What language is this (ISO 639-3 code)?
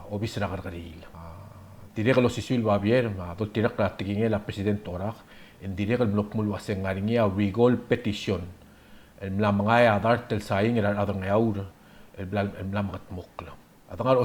pau